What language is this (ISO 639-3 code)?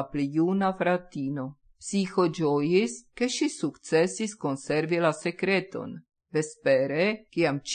epo